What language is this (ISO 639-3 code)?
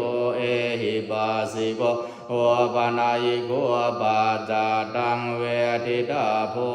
pli